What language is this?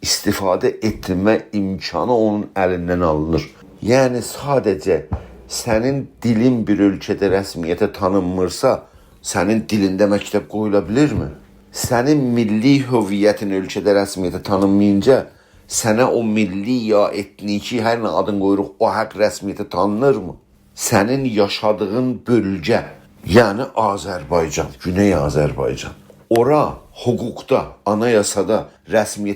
South Azerbaijani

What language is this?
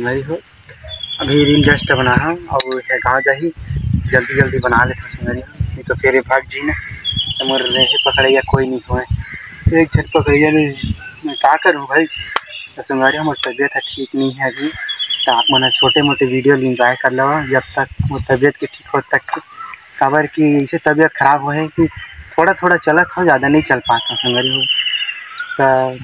Chhattisgarhi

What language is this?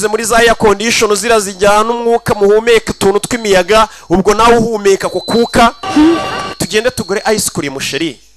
Kinyarwanda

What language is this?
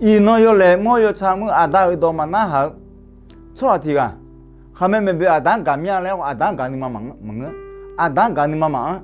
Akha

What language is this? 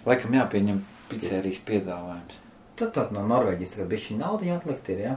Latvian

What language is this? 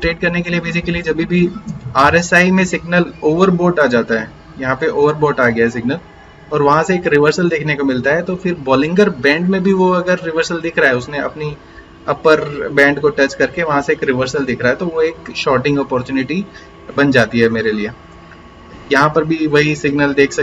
Hindi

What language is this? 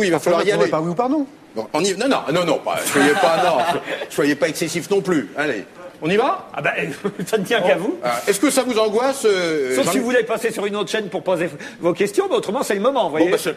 French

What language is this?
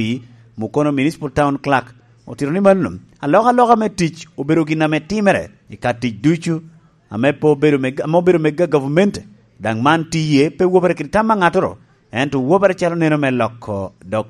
Lango (Uganda)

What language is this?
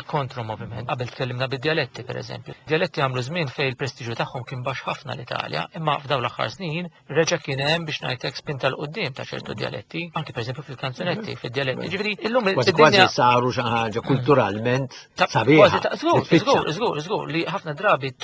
Maltese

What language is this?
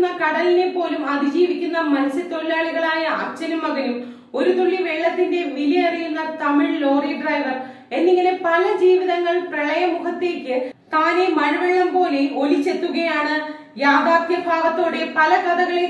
Malayalam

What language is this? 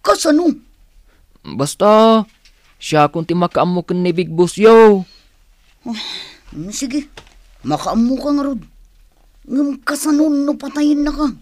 Iloko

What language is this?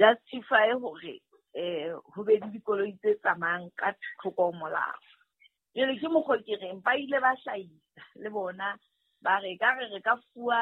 Southern Sotho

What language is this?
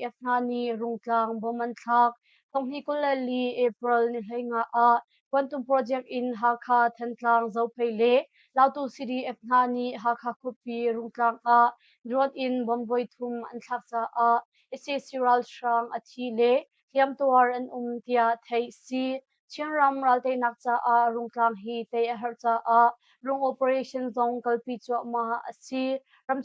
Hakha Chin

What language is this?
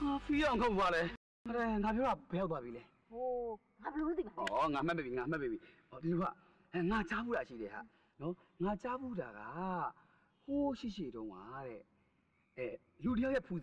Burmese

